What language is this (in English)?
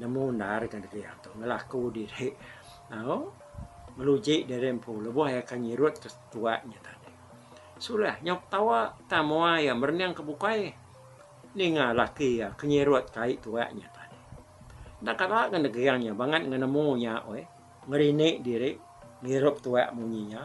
Iban